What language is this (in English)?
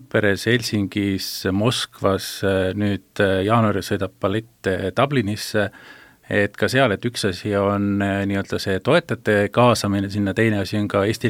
Estonian